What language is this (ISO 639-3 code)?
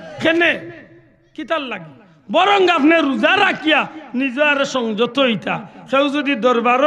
syl